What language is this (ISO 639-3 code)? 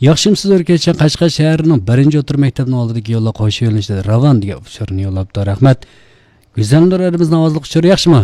uig